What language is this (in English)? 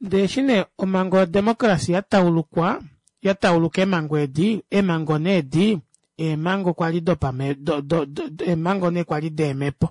Kuanyama